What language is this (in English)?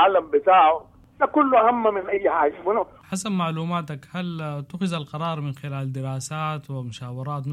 Sudanese Arabic